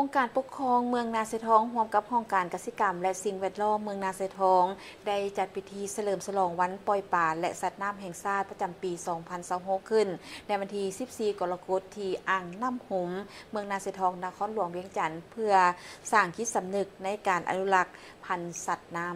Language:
Lao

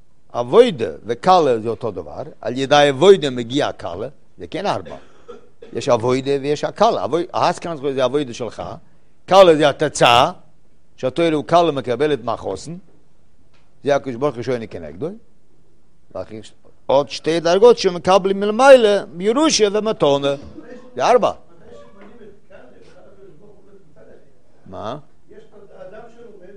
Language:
Hebrew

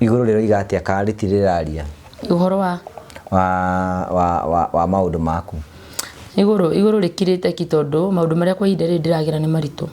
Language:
Kikuyu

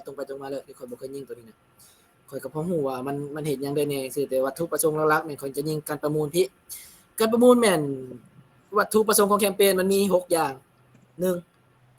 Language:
Lao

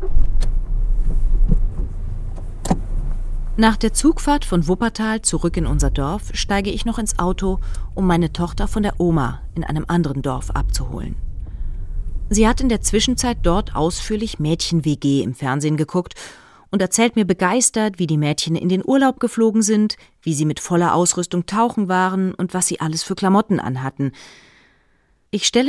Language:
German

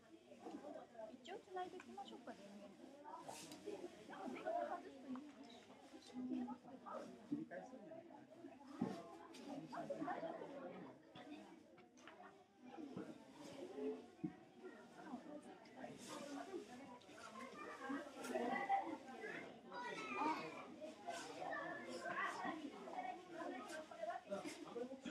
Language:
Japanese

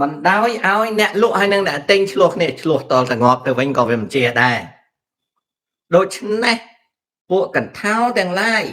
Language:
Khmer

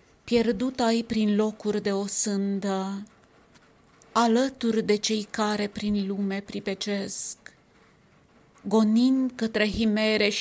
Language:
Romanian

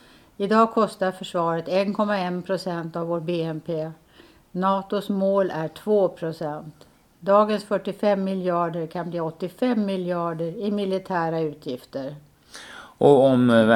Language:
Swedish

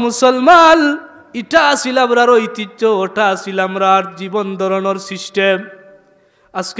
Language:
Sylheti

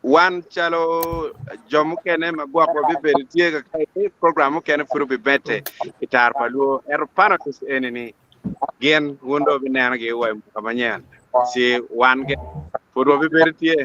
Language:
Acoli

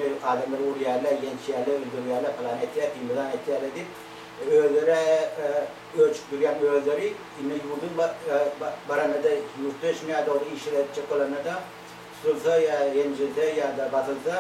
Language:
Turkmen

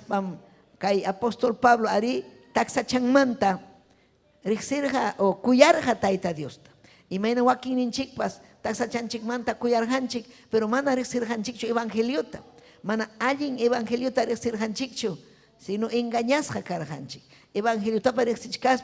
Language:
Ayacucho Quechua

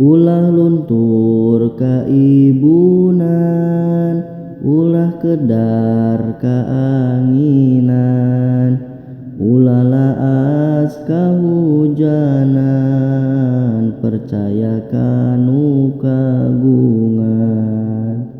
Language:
Sundanese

